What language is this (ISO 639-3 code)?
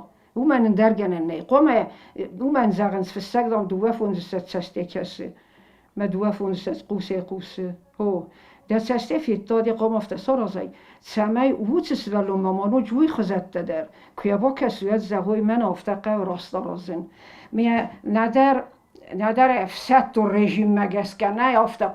oss